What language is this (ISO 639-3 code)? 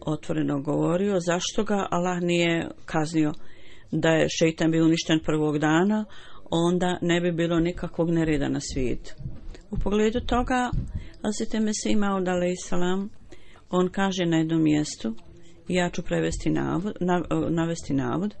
bos